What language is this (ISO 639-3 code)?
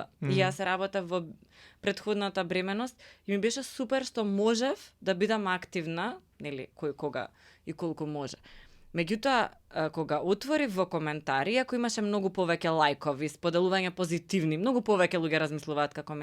mkd